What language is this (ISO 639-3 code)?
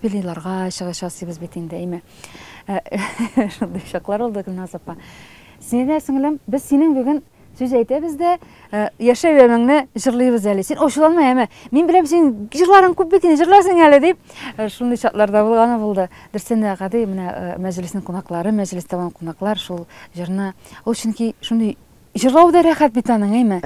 tat